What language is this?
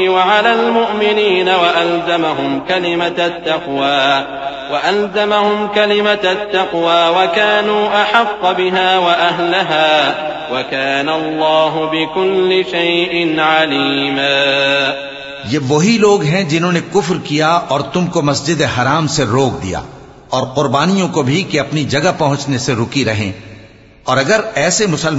Urdu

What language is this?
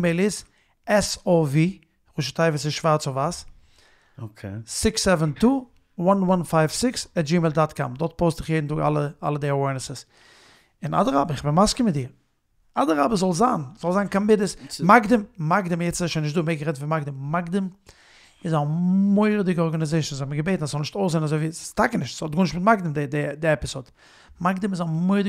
Yiddish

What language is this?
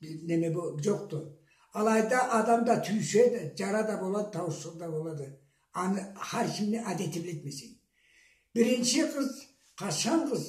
Karachay-Balkar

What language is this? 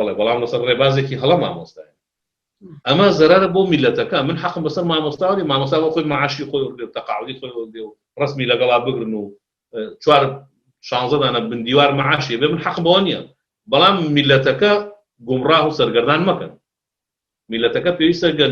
Central Kurdish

